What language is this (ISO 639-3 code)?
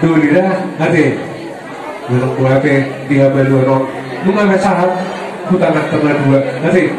bbc